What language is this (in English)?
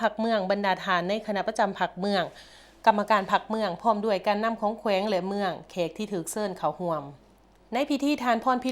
Lao